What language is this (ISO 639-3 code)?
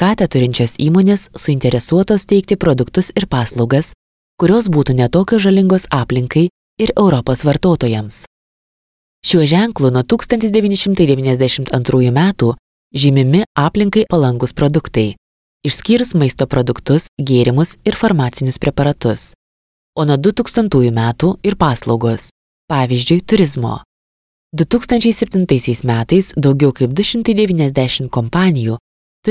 lit